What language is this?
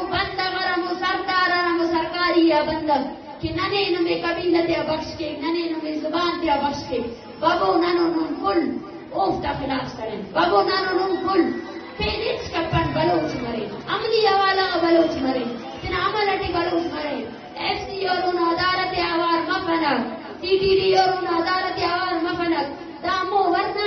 Eastern Balochi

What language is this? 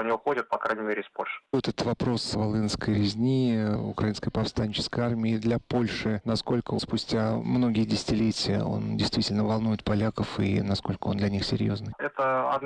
Russian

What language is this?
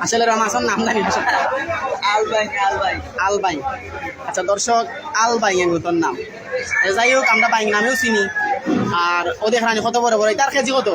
Sylheti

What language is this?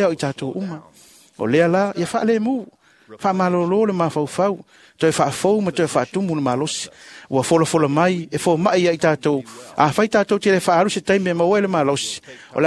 Samoan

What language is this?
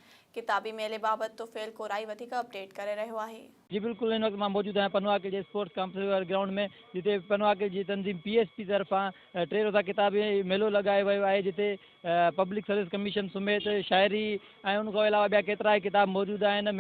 Sindhi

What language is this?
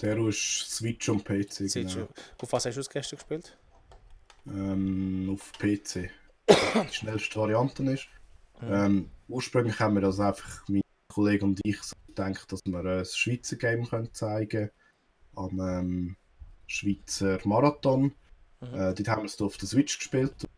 Swiss German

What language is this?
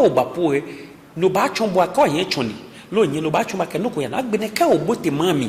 Ga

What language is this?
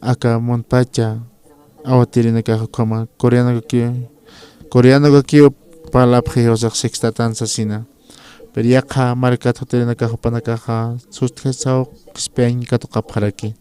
Aymara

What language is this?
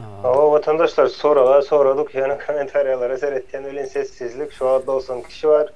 Turkmen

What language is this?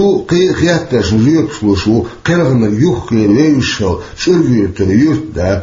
Chechen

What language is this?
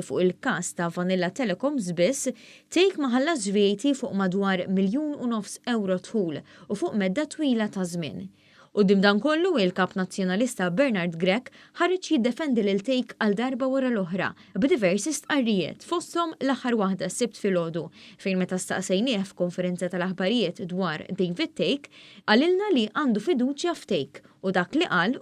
Maltese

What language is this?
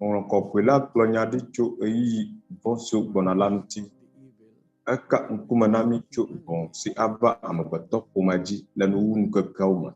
Ewe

